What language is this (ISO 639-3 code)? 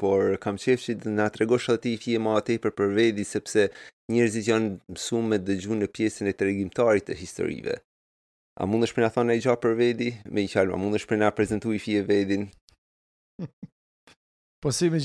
sqi